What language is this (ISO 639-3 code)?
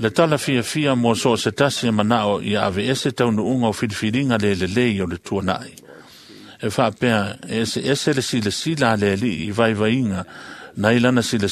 smo